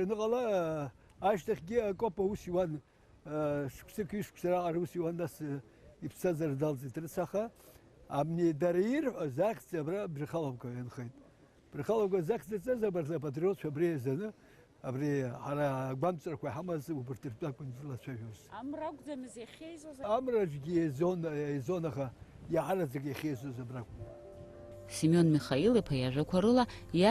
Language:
Abkhazian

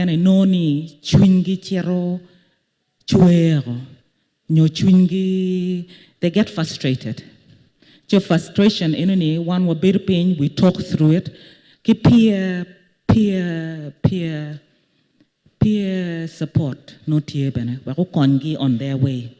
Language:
Acoli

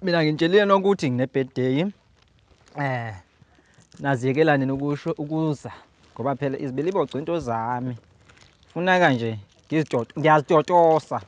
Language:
Zulu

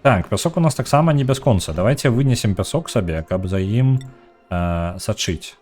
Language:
Belarusian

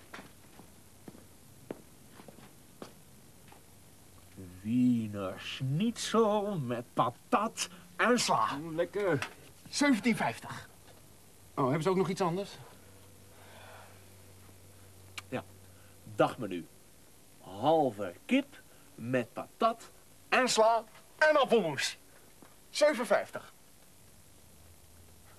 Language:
Dutch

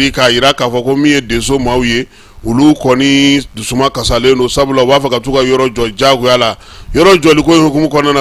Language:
Bambara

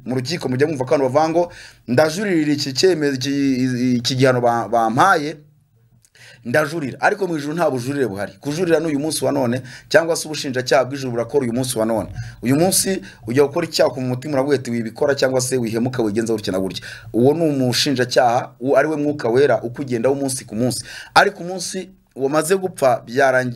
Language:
Kinyarwanda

